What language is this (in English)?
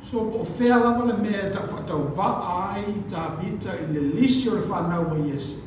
Samoan